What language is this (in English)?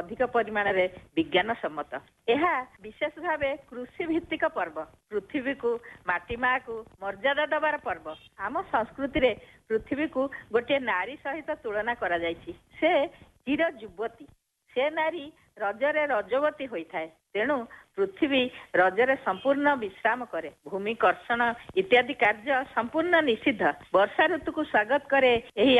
Odia